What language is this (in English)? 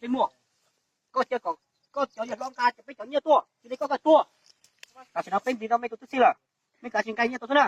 Hmong